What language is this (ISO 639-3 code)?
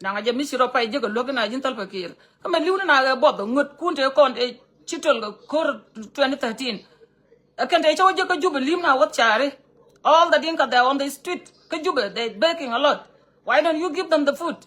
nus